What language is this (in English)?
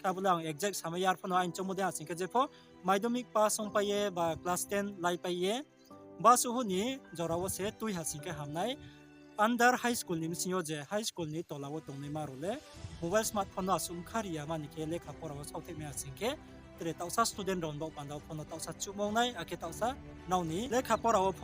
Riang (India)